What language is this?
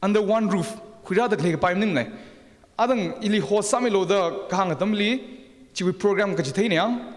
Tangkhul Naga (India)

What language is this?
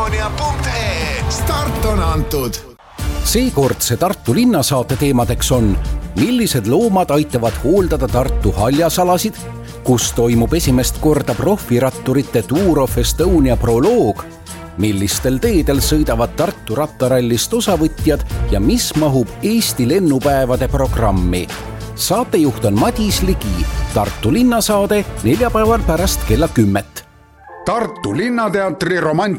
Estonian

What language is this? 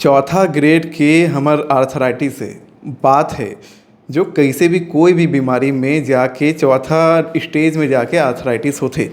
Chhattisgarhi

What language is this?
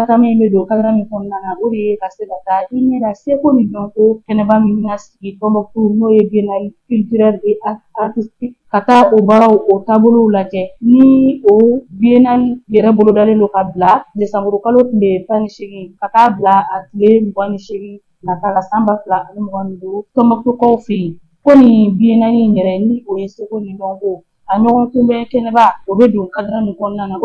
Bambara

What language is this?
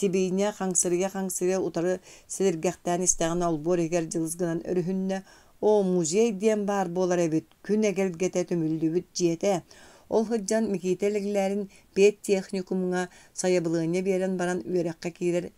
Yakut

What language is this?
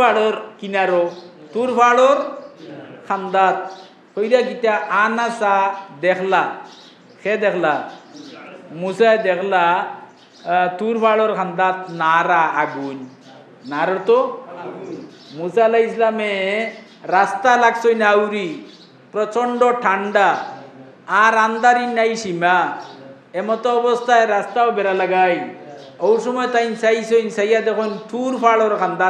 Sylheti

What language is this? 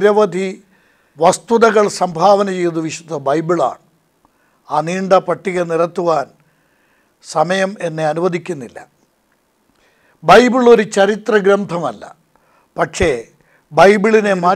Malayalam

